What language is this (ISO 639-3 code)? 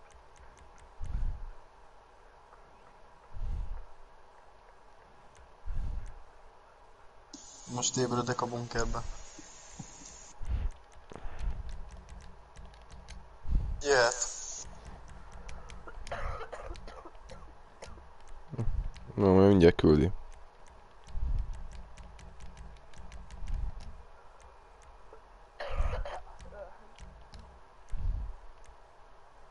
hun